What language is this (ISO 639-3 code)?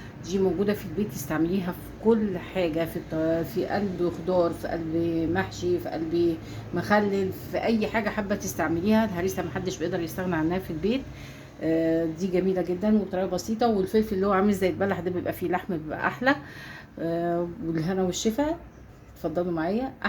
arz